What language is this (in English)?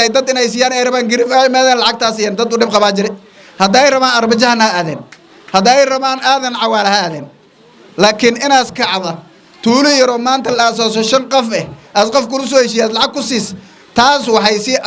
Somali